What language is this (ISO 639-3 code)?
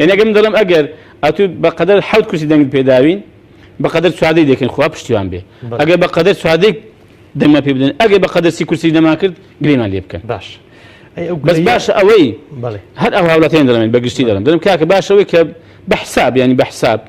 ckb